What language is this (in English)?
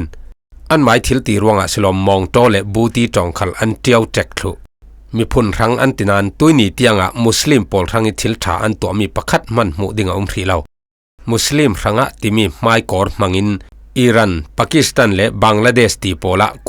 Falam Chin